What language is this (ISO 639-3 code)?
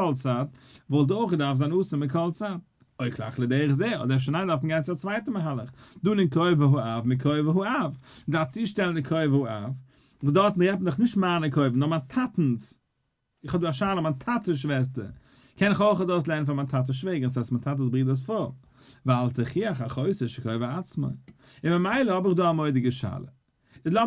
yid